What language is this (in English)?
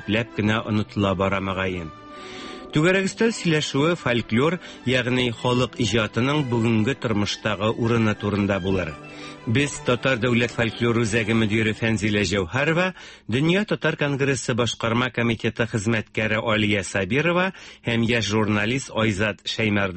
Tatar